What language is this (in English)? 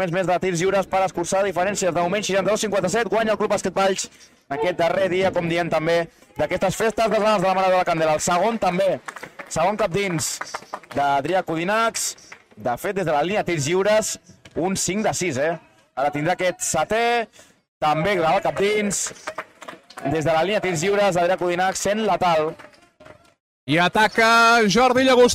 Catalan